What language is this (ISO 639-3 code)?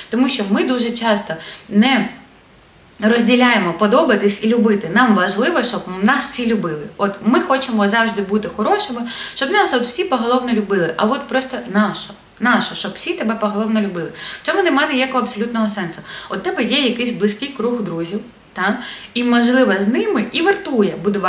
ukr